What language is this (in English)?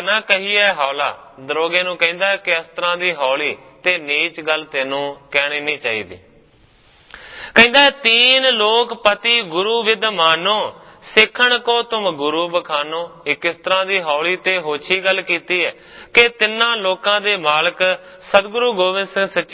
Punjabi